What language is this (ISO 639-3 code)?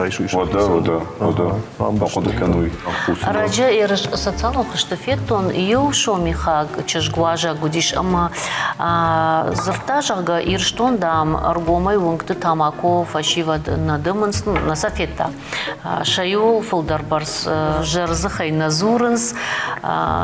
oss